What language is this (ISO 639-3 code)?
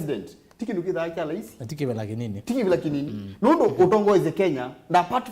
kam